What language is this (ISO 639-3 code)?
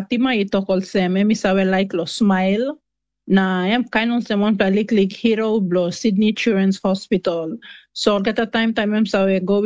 tpi